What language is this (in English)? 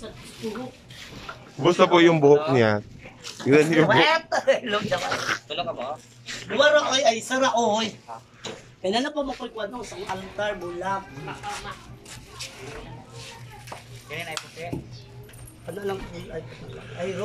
Filipino